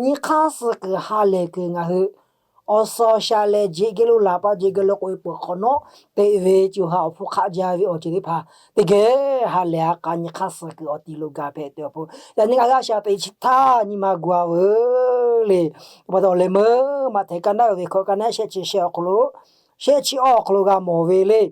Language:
Lahu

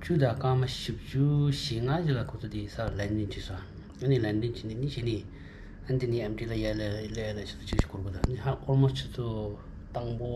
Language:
Tibetan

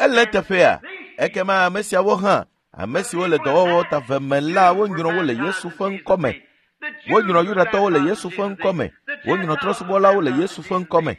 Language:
Ewe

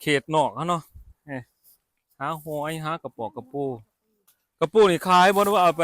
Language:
Lao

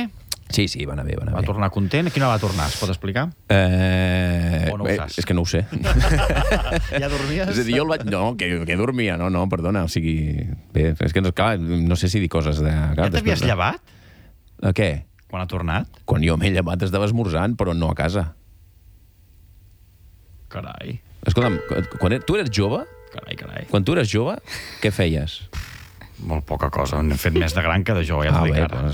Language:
Catalan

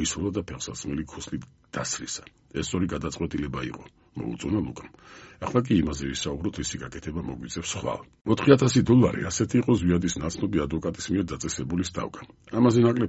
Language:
Georgian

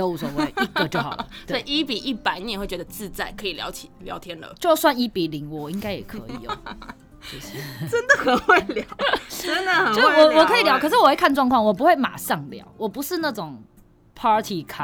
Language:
Chinese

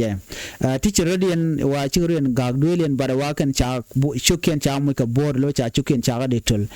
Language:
Nuer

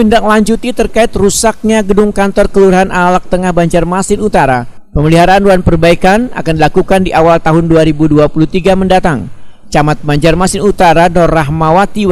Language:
Banjar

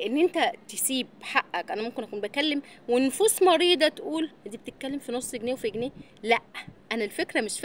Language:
Egyptian Arabic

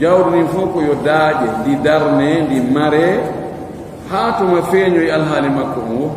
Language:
Fula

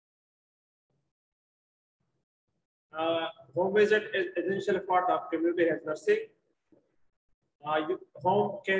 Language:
Hindi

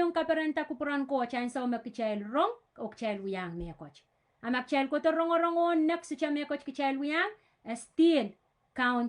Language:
Pohnpeian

